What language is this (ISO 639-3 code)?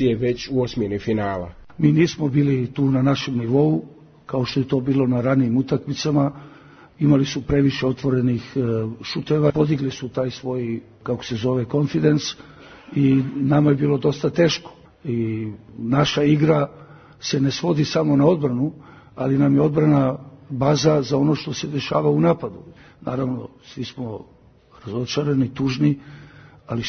srp